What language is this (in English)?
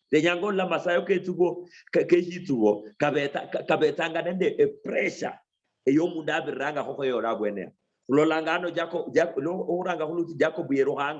Luyia